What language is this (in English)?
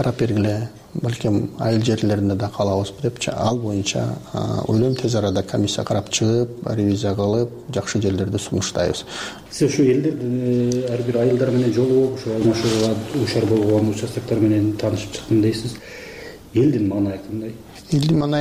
Kyrgyz